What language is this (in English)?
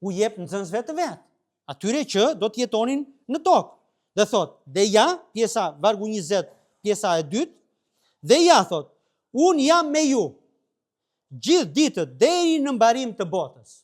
Albanian